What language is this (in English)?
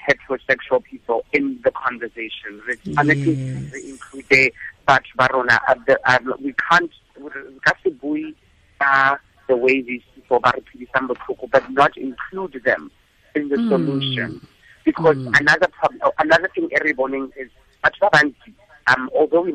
Tswana